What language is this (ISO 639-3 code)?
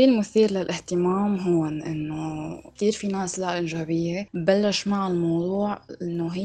apc